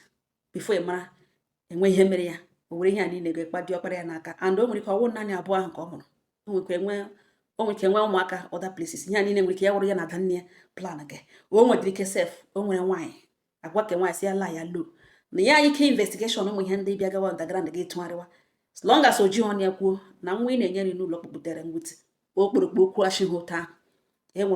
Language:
Igbo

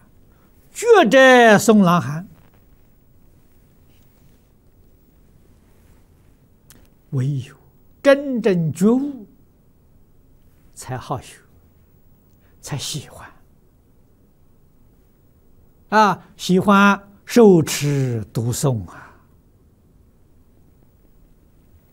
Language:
Chinese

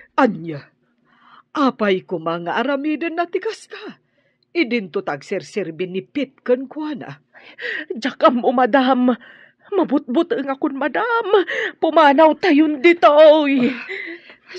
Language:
Iloko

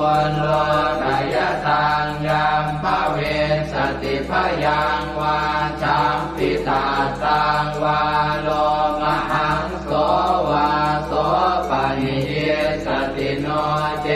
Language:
Pali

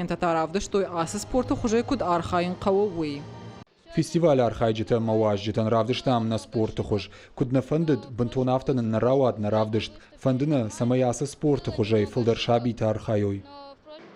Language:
Ossetic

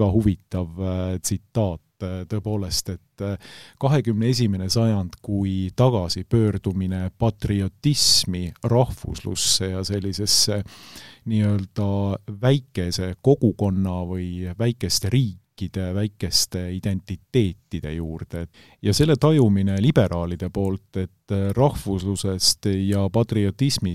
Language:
Estonian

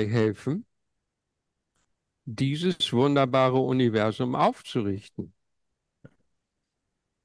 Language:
German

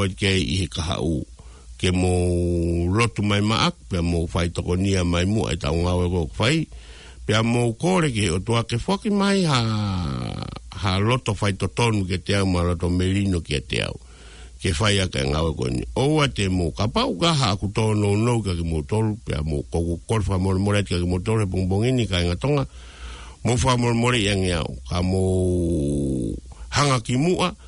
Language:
Tongan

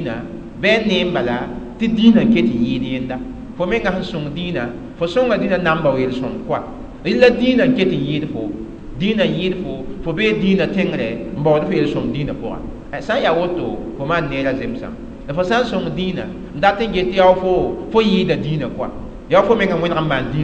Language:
Mossi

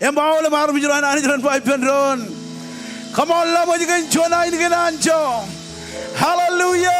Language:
Marshallese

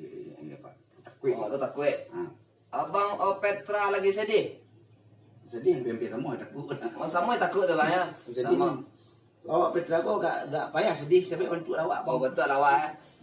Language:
Minangkabau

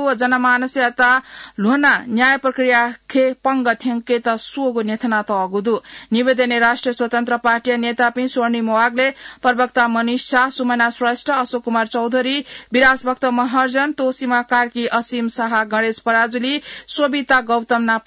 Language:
Newari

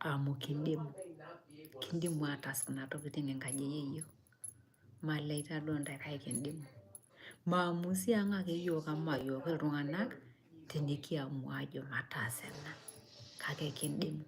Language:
Masai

